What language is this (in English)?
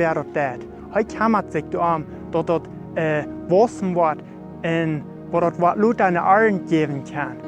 Plautdietsch